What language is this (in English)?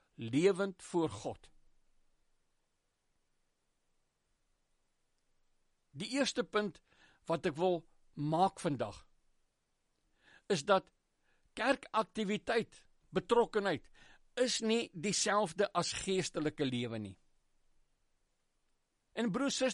Afrikaans